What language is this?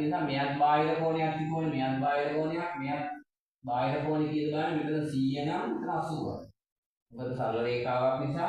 Sinhala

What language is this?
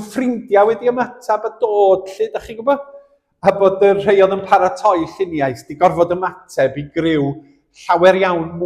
Welsh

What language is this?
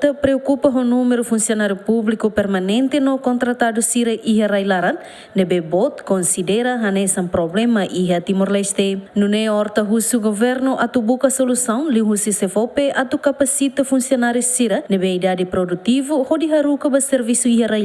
Tetum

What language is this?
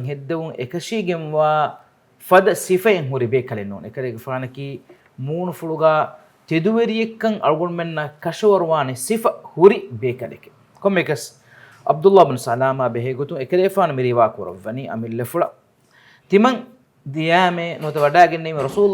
Divehi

